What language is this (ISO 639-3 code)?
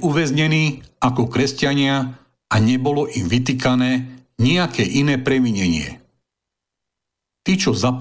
slk